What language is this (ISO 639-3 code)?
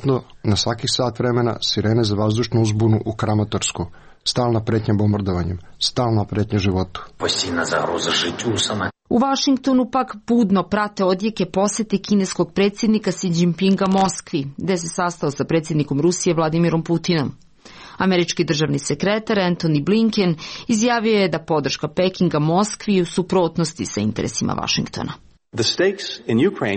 srp